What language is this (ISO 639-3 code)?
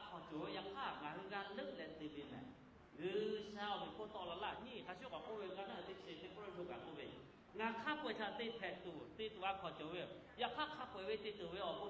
lhu